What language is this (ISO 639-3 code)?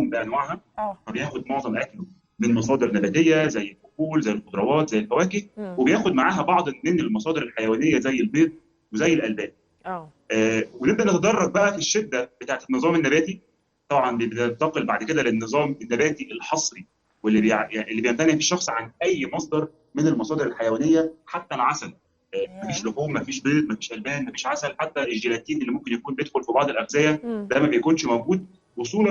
arz